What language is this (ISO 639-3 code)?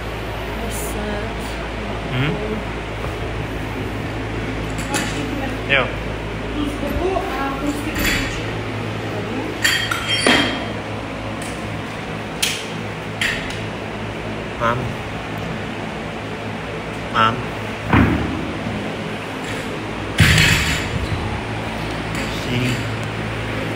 ces